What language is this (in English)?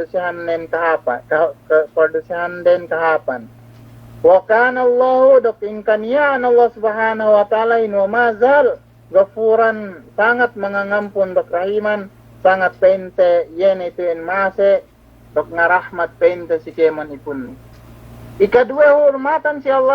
Yakan